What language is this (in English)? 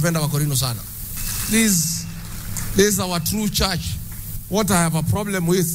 Meru